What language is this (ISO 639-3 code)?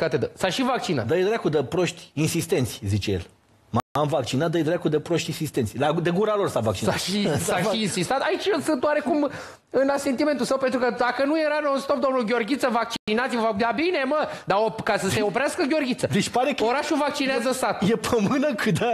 ron